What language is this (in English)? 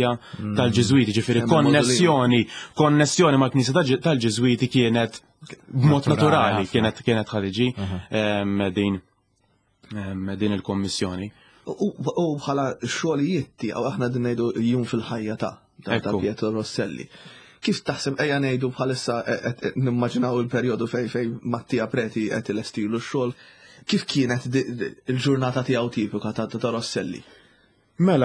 Maltese